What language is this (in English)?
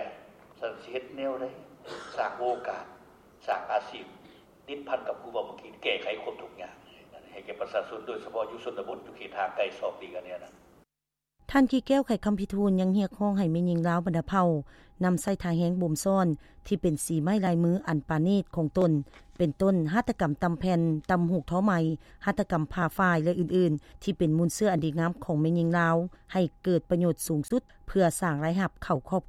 Lao